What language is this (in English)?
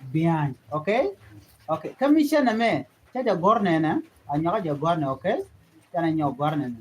Nuer